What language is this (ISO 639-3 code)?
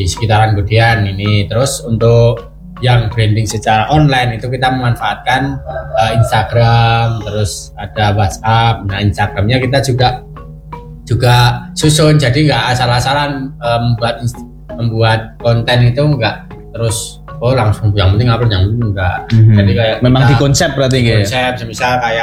ind